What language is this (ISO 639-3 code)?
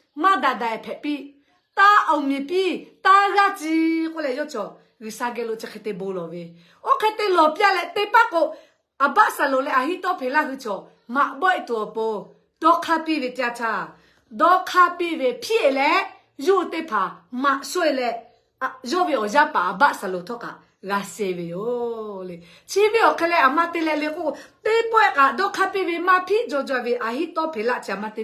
lhu